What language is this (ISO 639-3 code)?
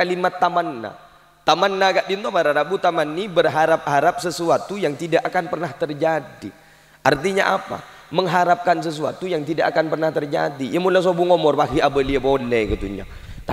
mad